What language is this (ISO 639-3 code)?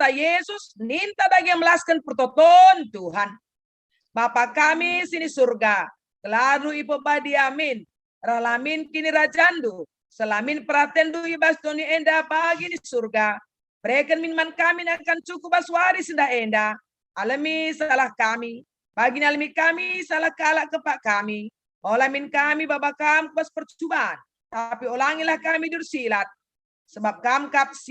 btx